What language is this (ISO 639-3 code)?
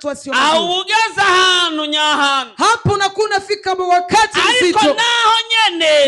run